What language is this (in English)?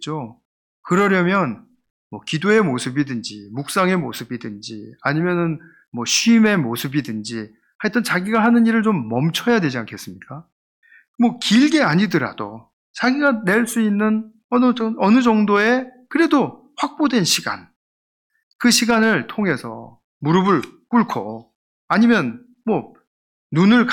Korean